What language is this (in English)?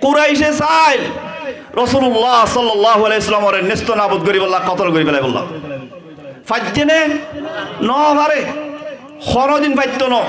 Rohingya